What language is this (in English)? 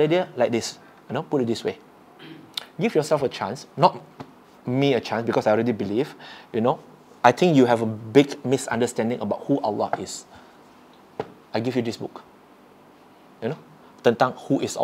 Malay